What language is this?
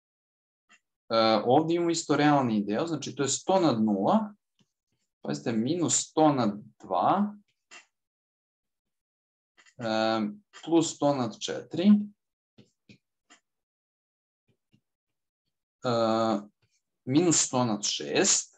Serbian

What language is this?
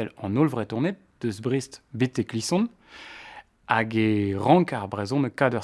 Breton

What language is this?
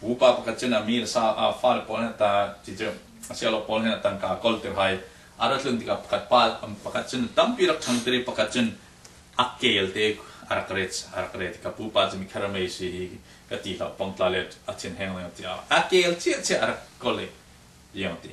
Falam Chin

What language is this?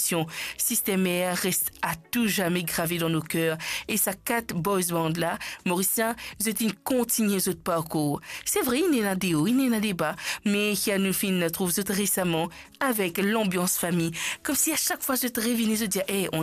Morisyen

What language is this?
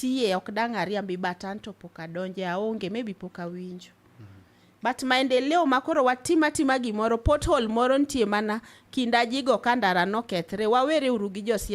Luo (Kenya and Tanzania)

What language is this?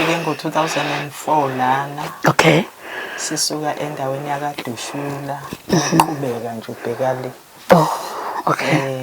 Zulu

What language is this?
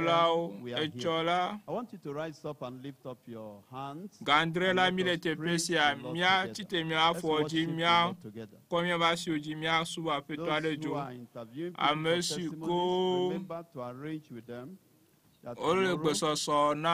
Ewe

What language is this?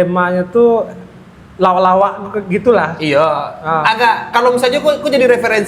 Minangkabau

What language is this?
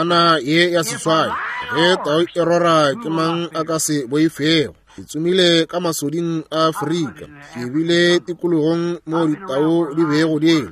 Northern Sotho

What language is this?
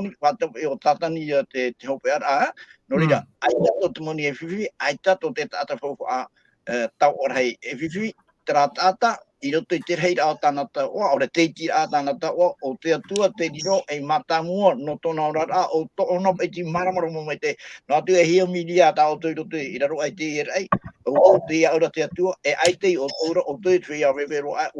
Tahitian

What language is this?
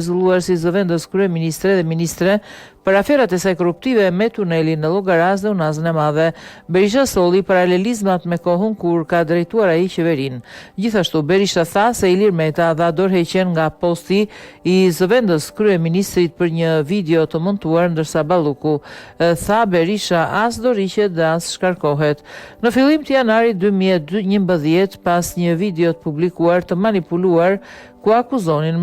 Albanian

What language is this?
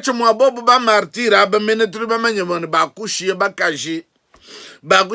Luba-Lulua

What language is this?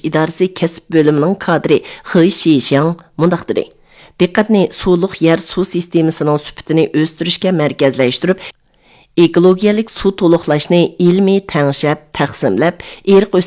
Uyghur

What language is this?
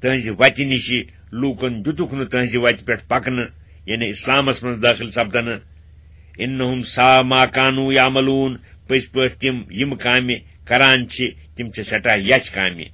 Kashmiri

